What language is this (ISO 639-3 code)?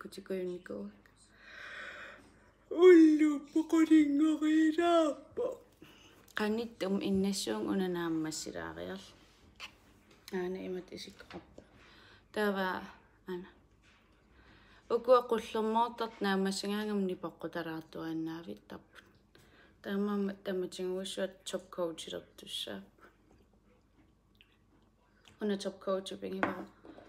kal